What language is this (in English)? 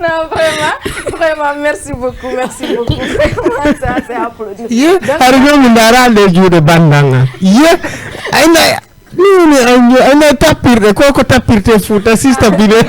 Fula